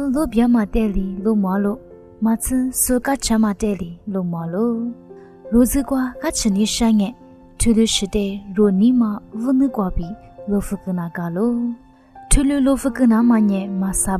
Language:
Lisu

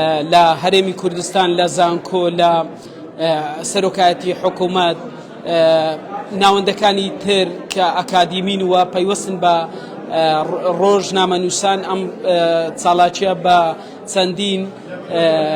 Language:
Central Kurdish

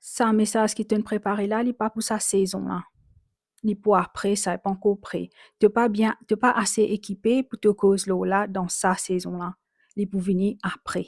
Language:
Morisyen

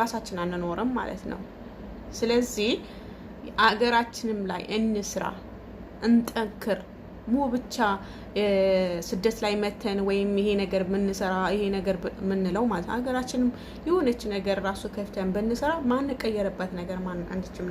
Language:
Amharic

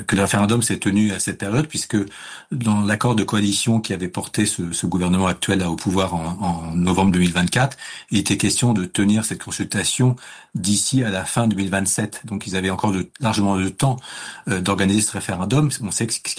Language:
French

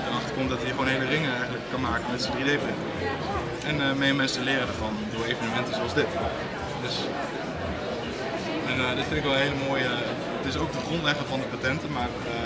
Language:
Dutch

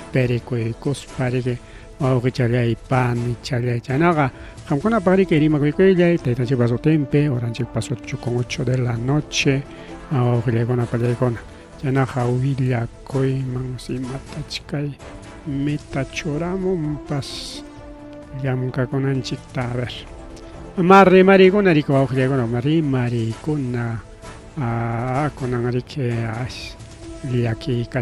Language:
Ayacucho Quechua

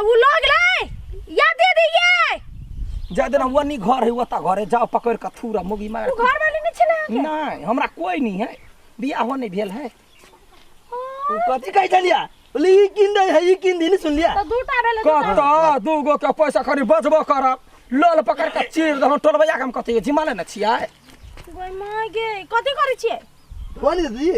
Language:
Maithili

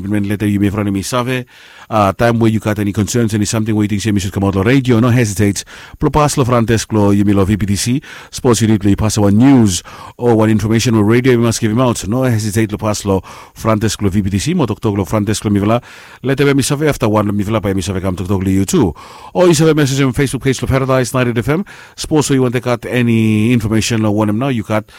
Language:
Bislama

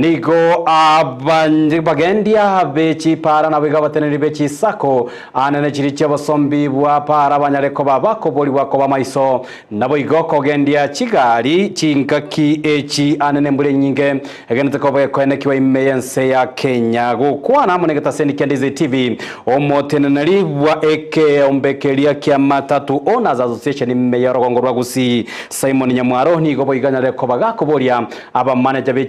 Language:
Gusii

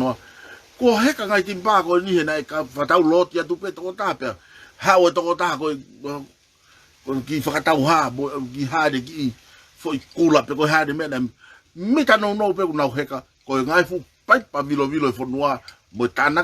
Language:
Tongan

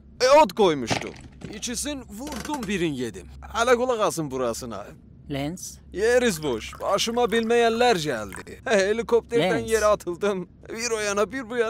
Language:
South Azerbaijani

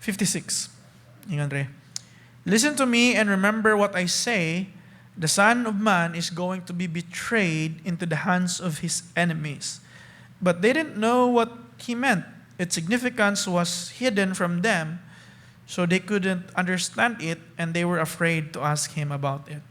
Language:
Cebuano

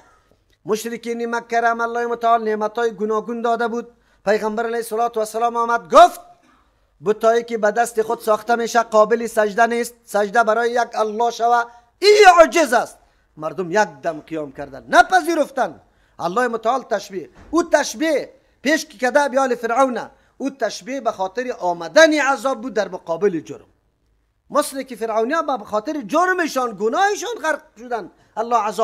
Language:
Persian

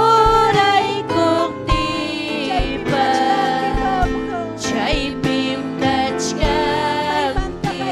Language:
Ayacucho Quechua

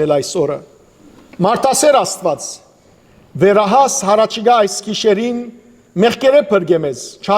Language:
Western Armenian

